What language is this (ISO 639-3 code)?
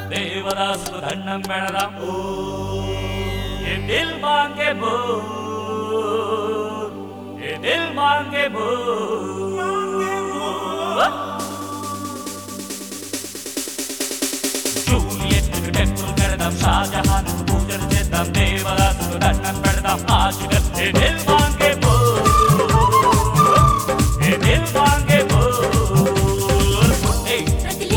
tel